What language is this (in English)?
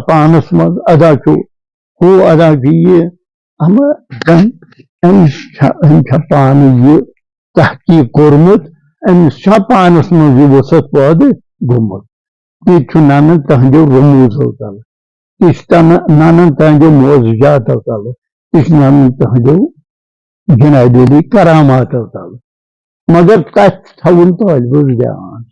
Kashmiri